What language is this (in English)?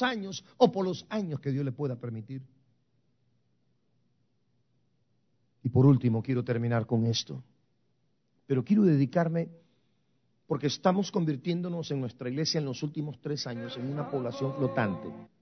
Spanish